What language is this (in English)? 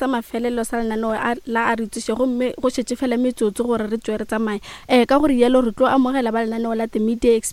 Northern Sotho